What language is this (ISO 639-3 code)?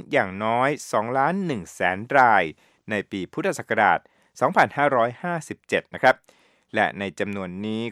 tha